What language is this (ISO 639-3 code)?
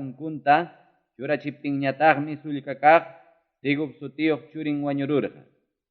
quy